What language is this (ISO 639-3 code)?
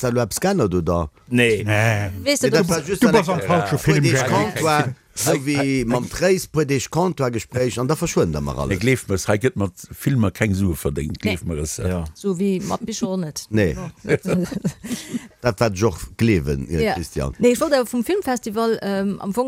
ltz